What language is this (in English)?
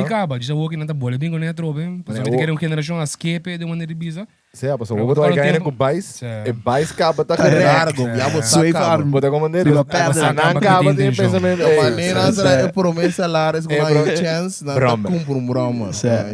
Papiamento